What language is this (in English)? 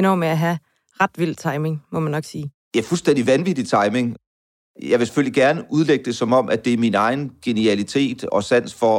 Danish